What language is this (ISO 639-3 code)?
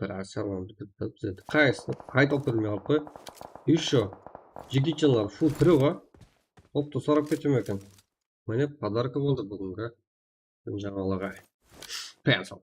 kaa